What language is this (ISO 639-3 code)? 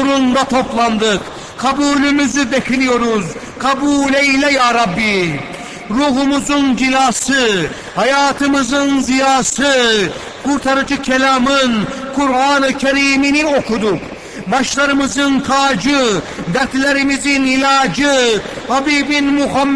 tur